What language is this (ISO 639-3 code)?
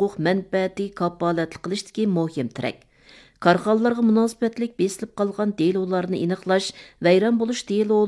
uig